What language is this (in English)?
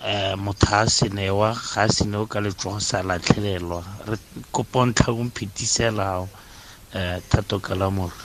Tswana